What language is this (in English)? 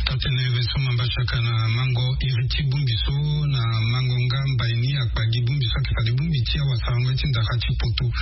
Sango